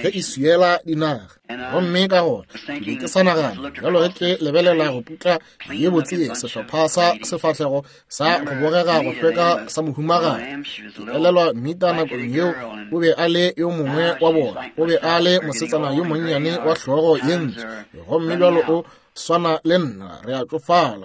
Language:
Northern Sotho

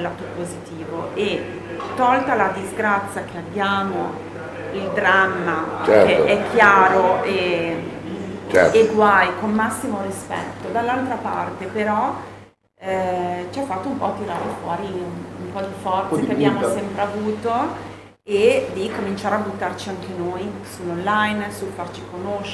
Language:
Italian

